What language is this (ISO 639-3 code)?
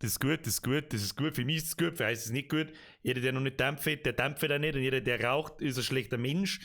bar